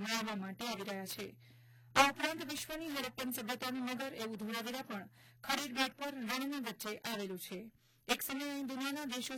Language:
Gujarati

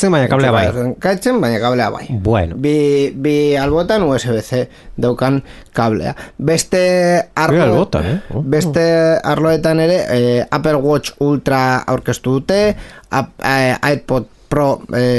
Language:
Basque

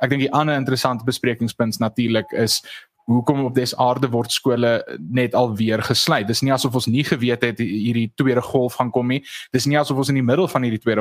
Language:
Afrikaans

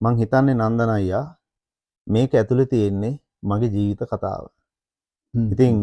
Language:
Sinhala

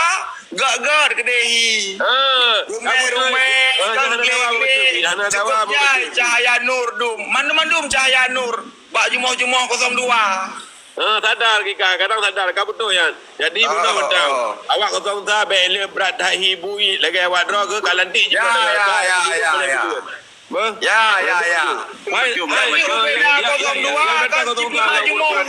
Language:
Achinese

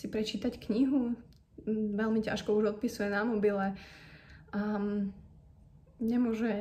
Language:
Slovak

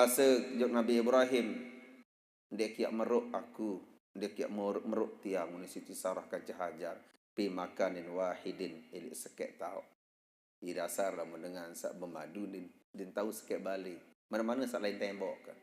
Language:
Sasak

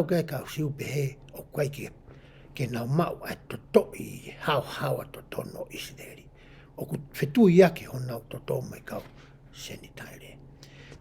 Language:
Tongan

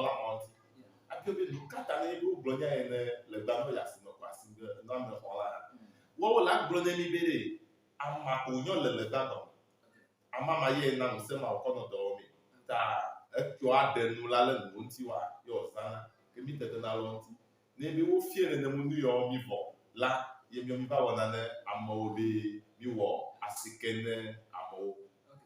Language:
Ewe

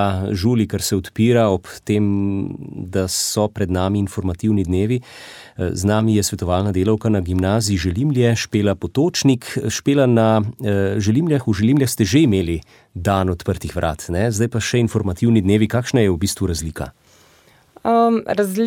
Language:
Slovenian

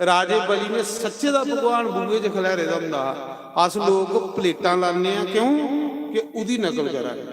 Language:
Dogri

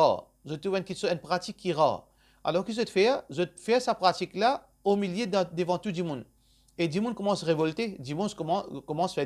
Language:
Morisyen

